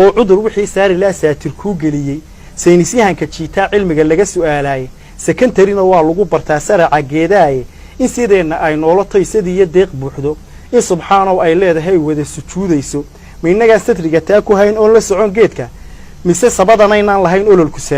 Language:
Somali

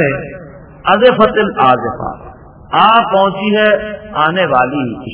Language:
Urdu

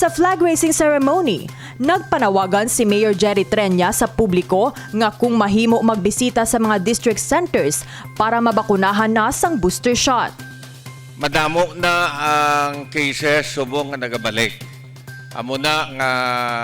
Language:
Hiligaynon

